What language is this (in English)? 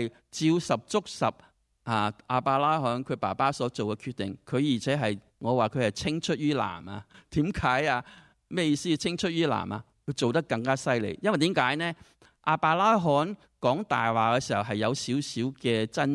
Cantonese